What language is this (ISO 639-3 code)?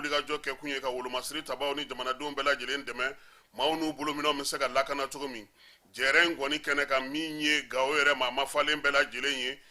bam